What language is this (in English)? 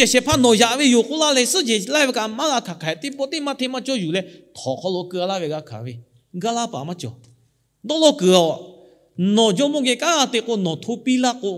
Lahu